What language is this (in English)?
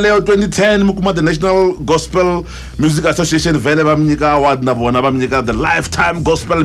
Tsonga